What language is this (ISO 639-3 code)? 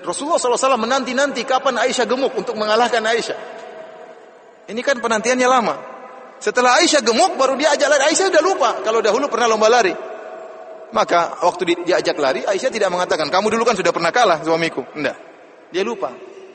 ind